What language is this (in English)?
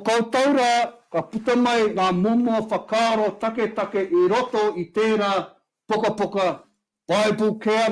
Māori